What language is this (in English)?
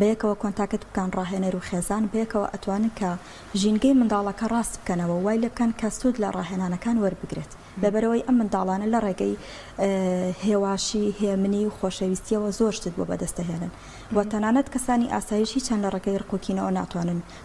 Central Kurdish